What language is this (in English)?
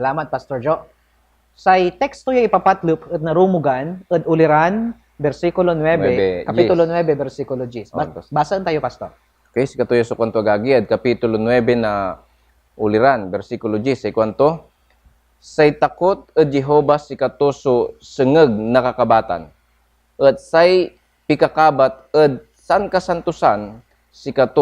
Pangasinan